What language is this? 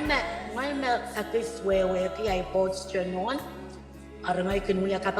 Pohnpeian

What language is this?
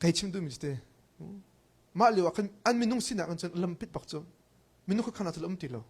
Hakha Chin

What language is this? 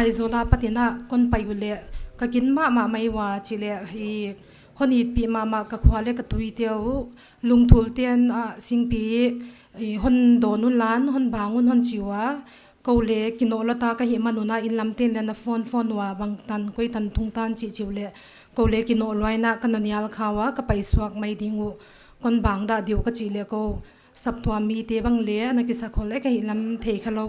Paite Chin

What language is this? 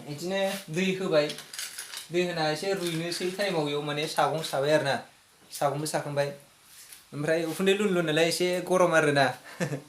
Bodo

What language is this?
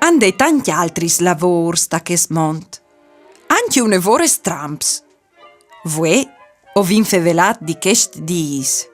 Friulian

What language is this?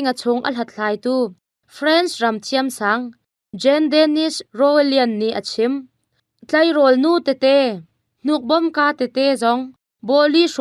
Hakha Chin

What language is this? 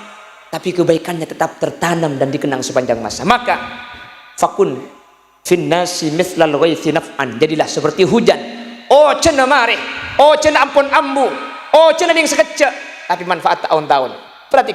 Madurese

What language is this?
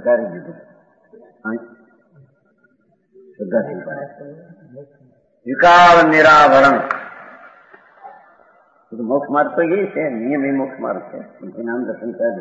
Gujarati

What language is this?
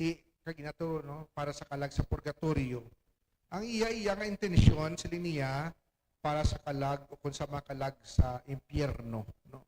Hiligaynon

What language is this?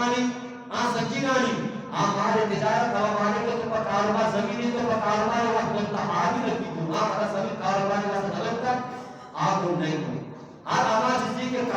Eastern Balochi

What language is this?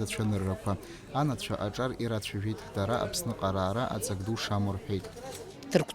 Abkhazian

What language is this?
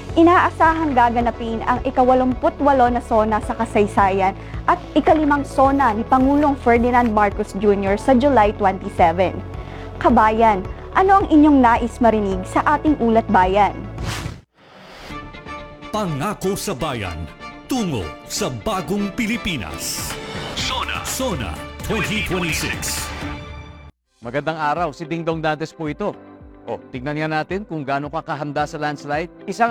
Filipino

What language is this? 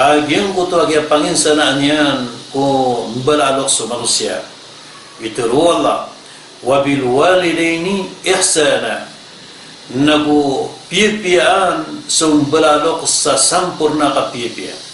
Maranao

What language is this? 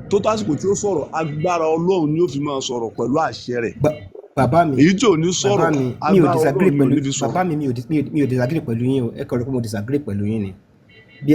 Yoruba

